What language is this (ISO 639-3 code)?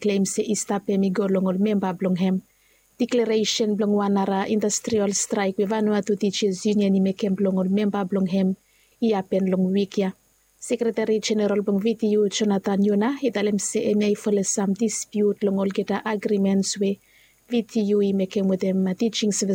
bis